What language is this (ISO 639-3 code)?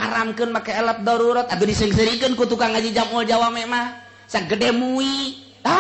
sun